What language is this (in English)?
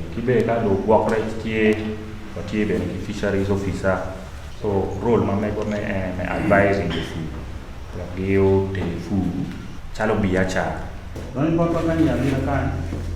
Acoli